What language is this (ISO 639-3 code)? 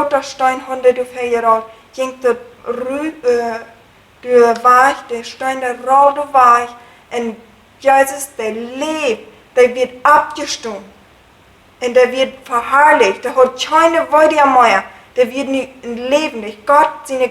pdt